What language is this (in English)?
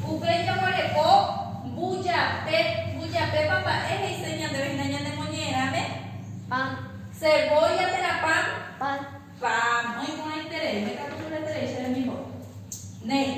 Guarani